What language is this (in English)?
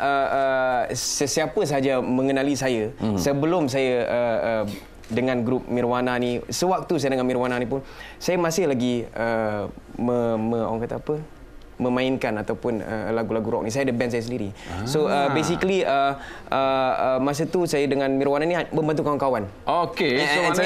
Malay